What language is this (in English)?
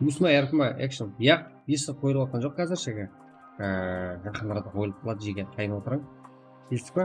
Kara-Kalpak